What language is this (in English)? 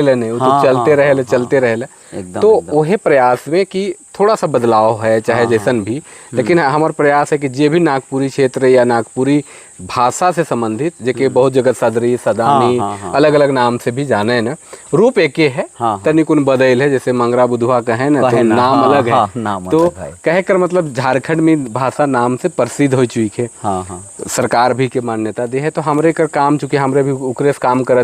Sadri